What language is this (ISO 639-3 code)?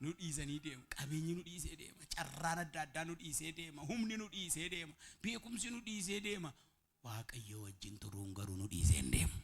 orm